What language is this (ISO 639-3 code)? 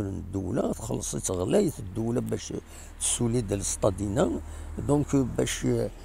kab